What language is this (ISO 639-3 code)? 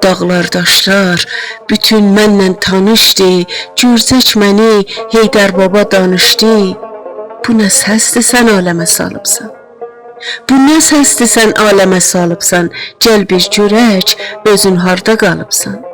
azb